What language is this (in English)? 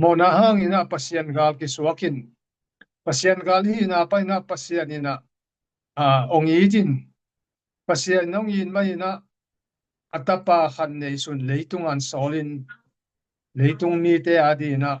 Tedim Chin